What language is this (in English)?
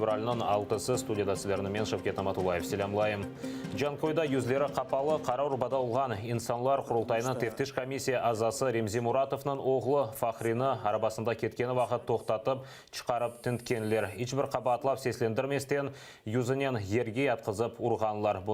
Crimean Tatar